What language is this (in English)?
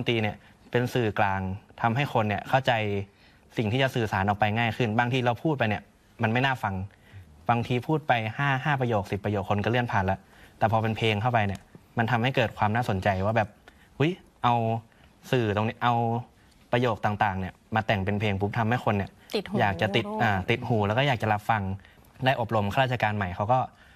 Thai